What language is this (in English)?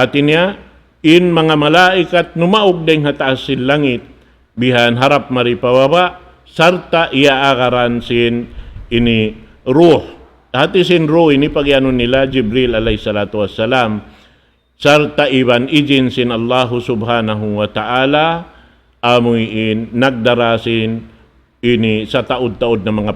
Tausug